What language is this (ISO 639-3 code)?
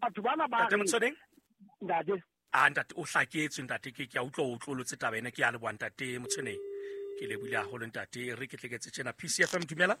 sot